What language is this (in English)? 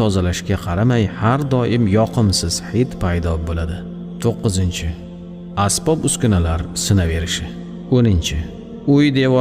Uzbek